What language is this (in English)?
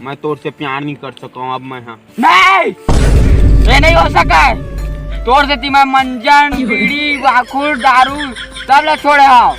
Chhattisgarhi